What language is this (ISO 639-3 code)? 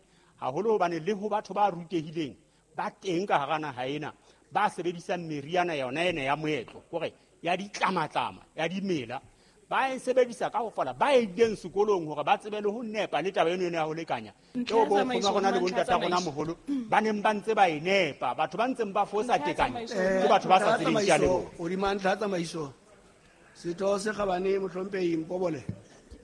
sot